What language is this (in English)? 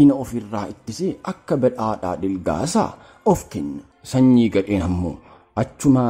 Oromo